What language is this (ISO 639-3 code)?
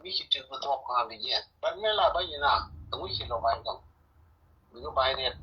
nus